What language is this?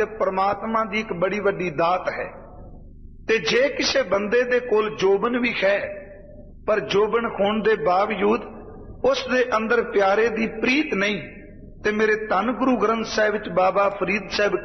Punjabi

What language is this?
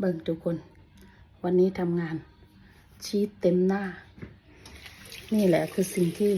Lao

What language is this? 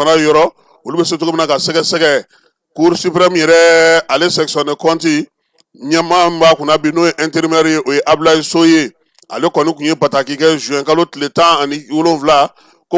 Bambara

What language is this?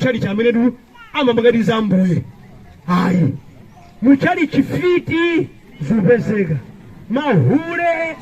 Nyanja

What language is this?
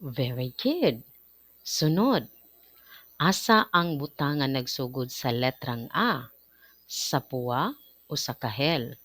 Cebuano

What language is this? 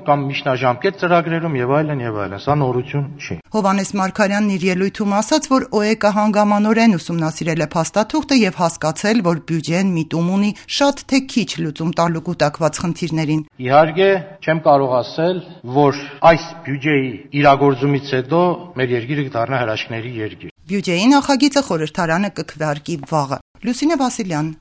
Armenian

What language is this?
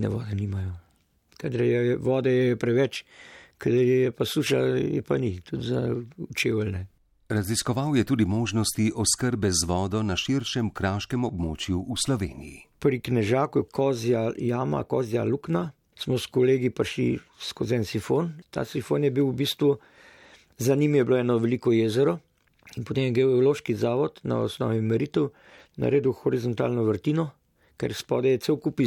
Slovenian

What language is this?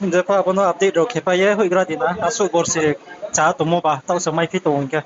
Riang (India)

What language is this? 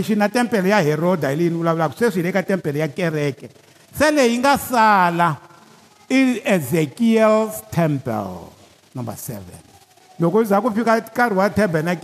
Tsonga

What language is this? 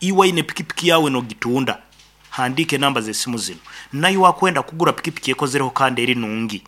Nyoro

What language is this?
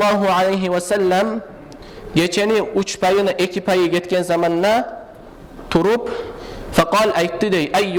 Kumyk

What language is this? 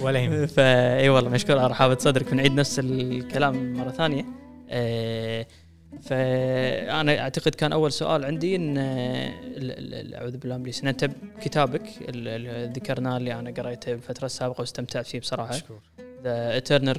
Gulf Arabic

